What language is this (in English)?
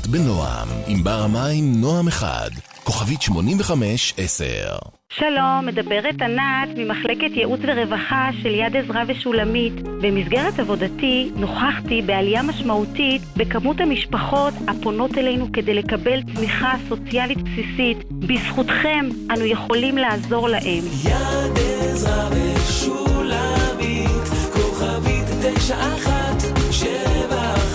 Hebrew